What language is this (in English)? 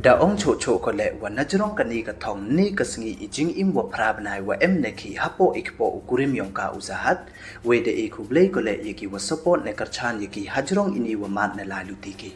Pnar